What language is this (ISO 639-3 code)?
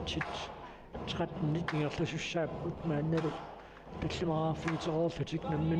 kal